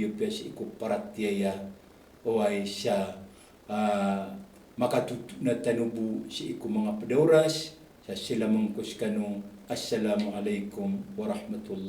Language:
Maranao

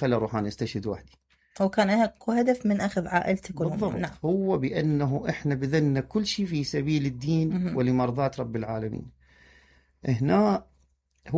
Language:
Mesopotamian Arabic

